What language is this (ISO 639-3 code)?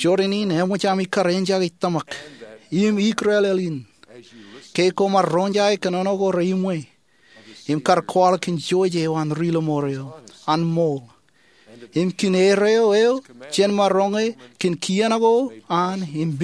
mah